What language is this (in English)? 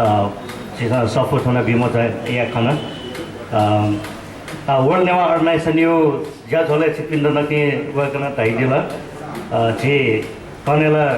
Newari